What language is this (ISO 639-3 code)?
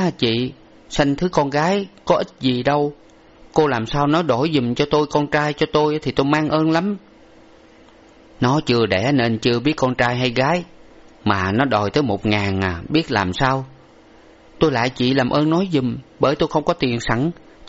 vie